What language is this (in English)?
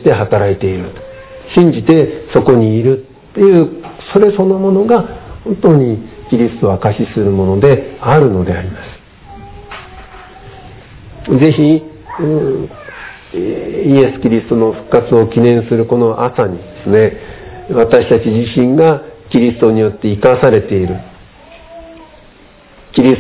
Japanese